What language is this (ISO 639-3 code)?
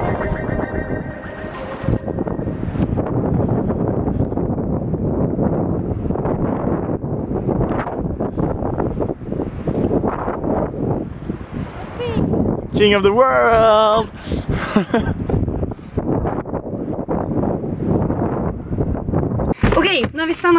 swe